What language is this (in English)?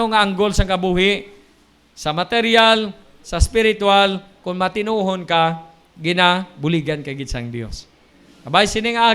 Hiligaynon